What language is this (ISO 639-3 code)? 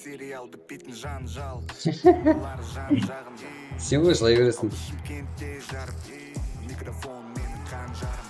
kaa